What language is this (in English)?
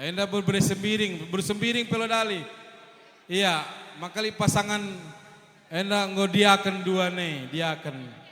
Batak Karo